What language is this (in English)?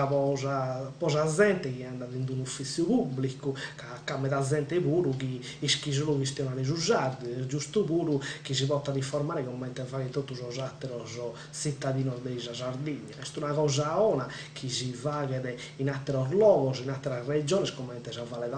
Sardinian